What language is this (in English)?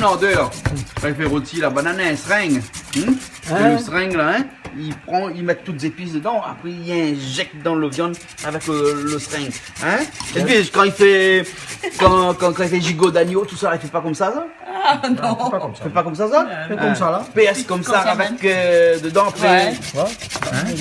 Réunion Creole French